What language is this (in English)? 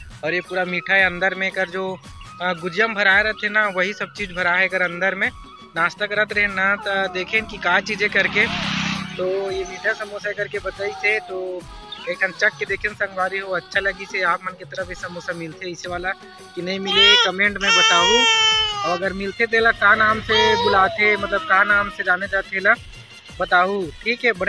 Chhattisgarhi